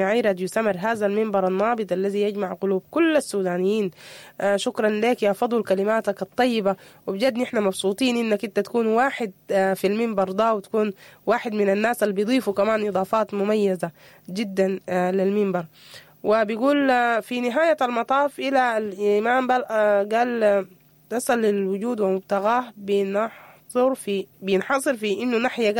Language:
Sudanese Arabic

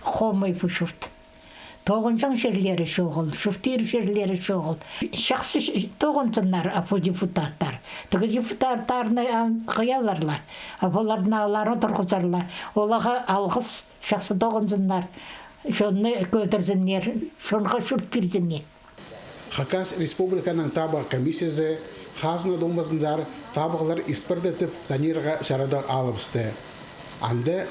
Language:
Khakas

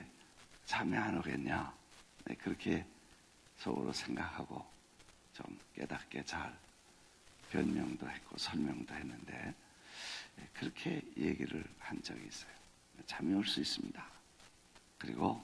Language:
Korean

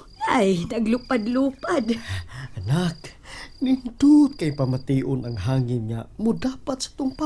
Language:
Cebuano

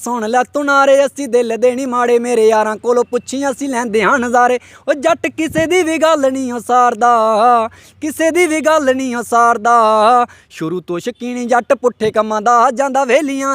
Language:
Dogri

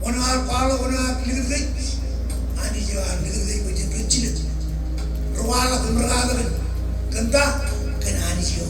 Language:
Marshallese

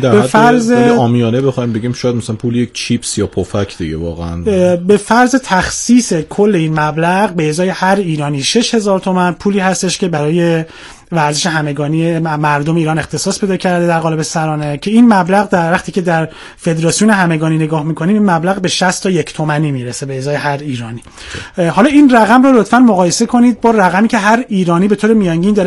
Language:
Persian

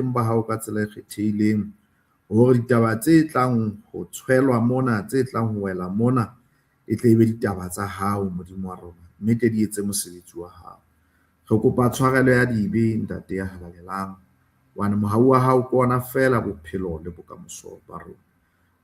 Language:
Southern Sotho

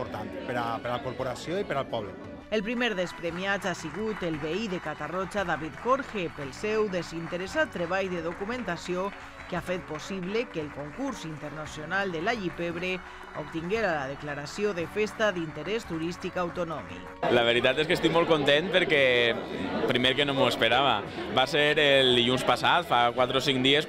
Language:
Catalan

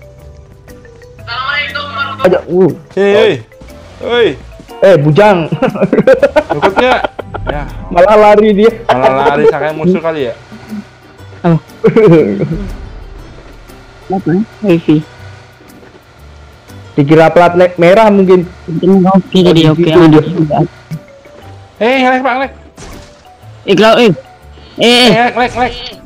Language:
Indonesian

